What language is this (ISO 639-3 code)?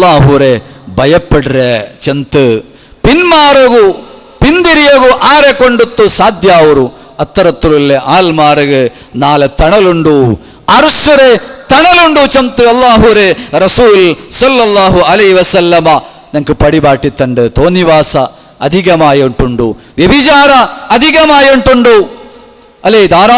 mal